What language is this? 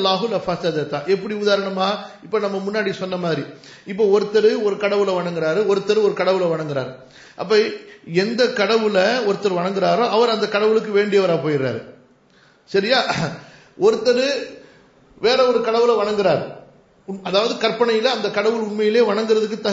Tamil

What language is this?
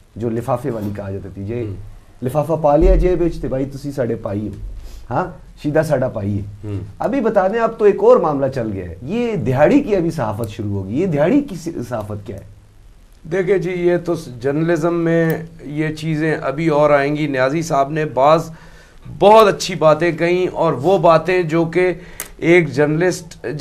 Urdu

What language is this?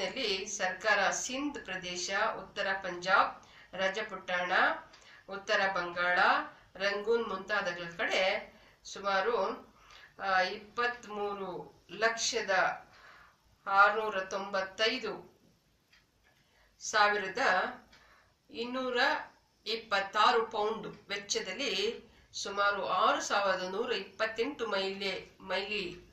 Kannada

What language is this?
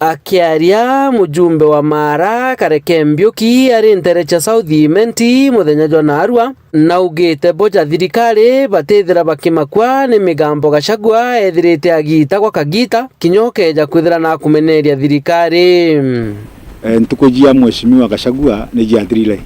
Meru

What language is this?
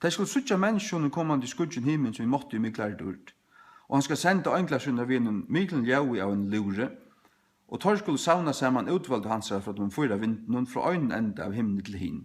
Faroese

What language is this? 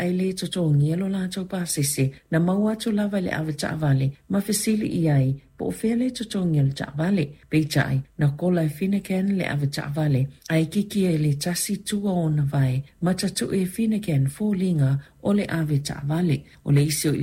Samoan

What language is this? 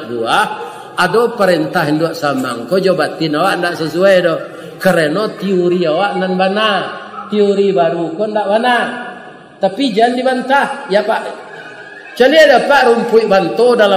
Minangkabau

